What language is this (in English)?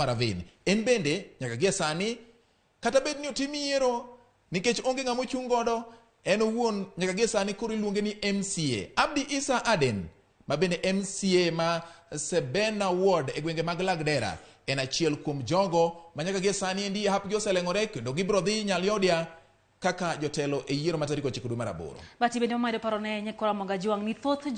Luo (Kenya and Tanzania)